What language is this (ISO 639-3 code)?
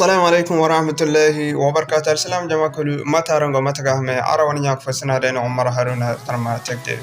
dje